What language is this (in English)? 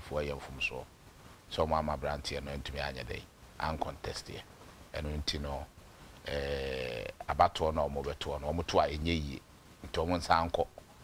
Akan